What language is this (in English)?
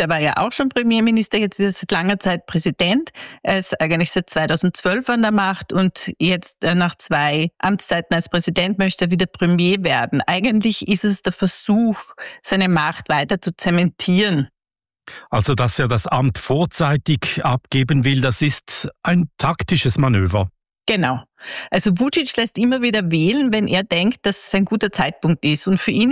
German